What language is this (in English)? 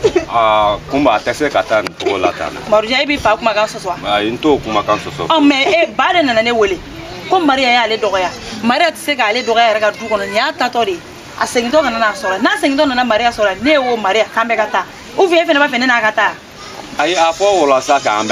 Bambara